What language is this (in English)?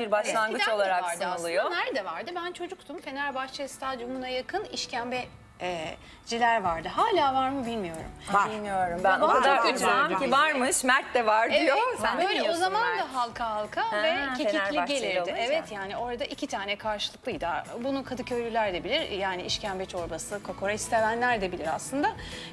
Turkish